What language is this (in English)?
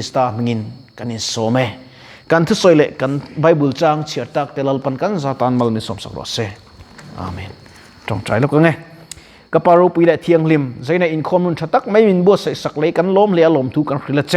Mizo